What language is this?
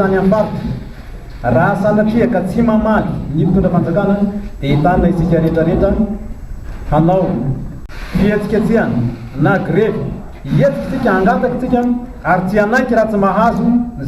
Malagasy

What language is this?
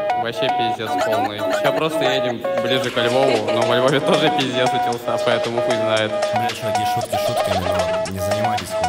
Russian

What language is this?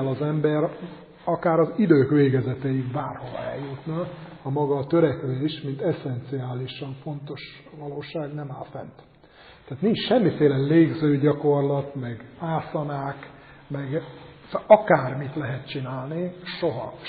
Hungarian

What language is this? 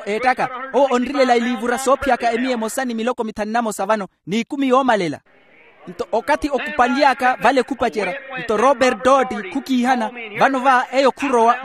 Makhuwa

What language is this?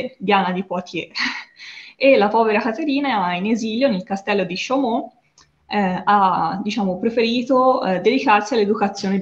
Italian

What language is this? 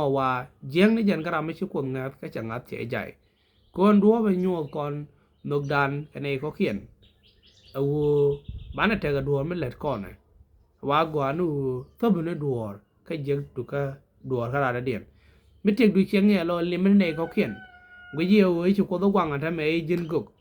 Nuer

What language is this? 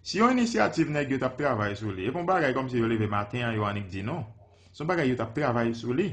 Haitian Creole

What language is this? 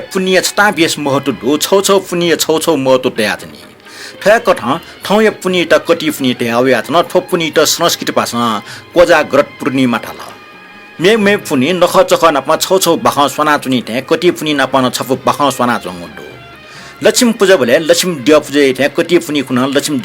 Newari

